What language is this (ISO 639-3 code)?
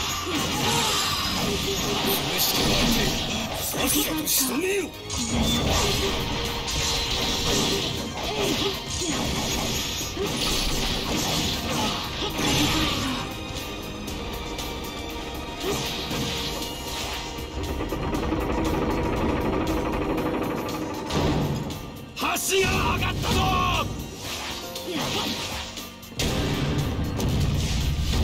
jpn